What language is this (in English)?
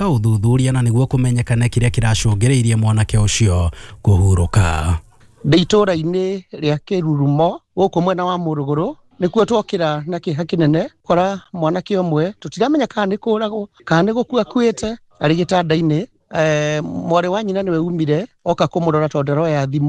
Kikuyu